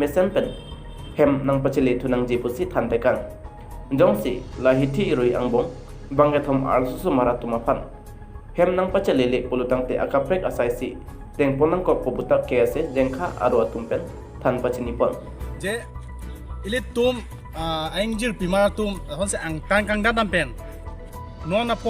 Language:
Karbi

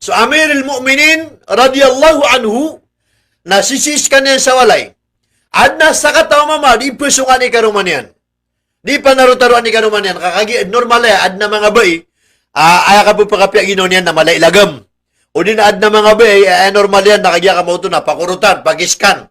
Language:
Maranao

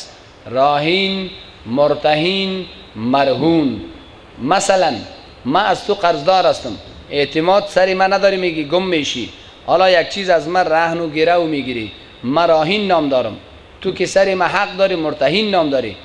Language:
Persian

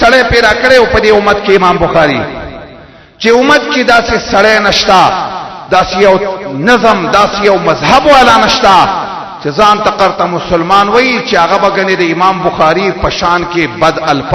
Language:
Pashto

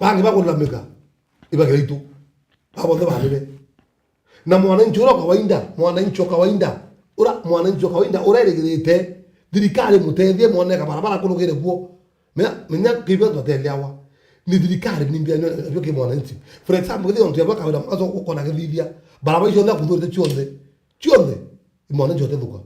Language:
Meru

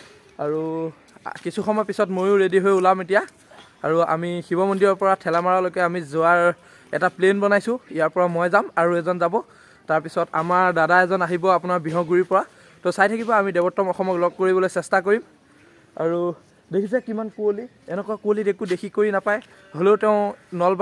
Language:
Assamese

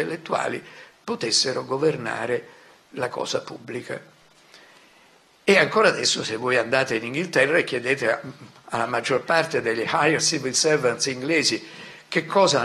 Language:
Italian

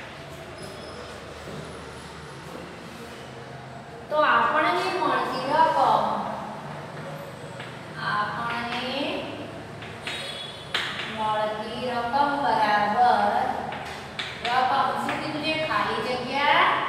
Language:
Gujarati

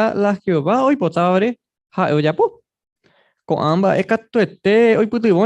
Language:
Guarani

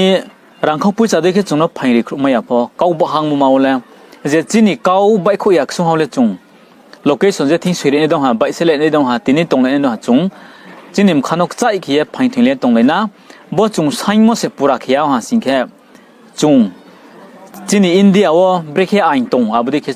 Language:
Riang (India)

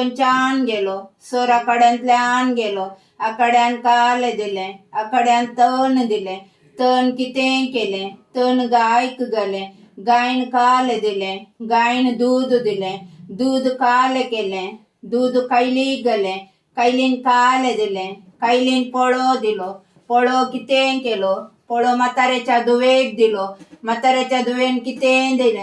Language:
Konkani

